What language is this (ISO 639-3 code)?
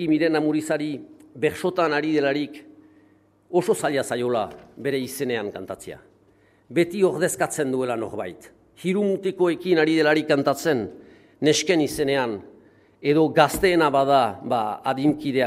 eus